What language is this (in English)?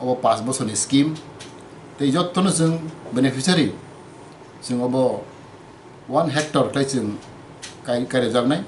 Kok Borok